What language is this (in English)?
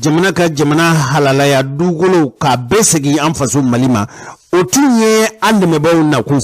Bambara